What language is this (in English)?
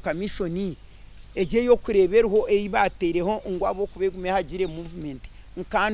Nyankole